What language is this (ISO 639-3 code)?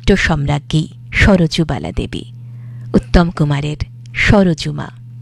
ben